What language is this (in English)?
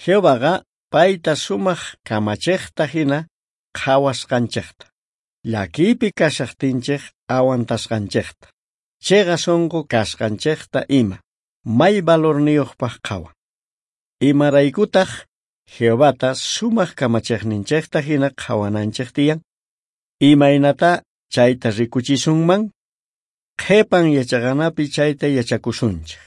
South Bolivian Quechua